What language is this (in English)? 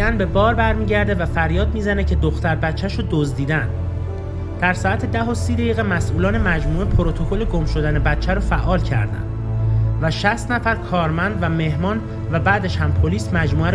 Persian